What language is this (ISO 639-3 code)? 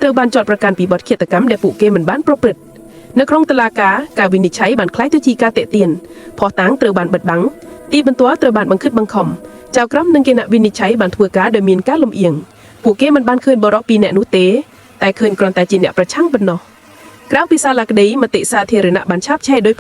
khm